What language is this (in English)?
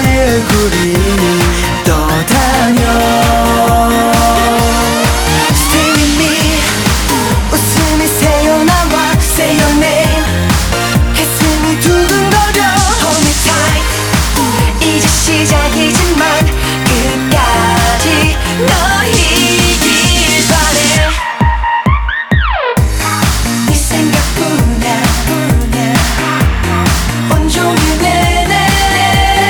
Korean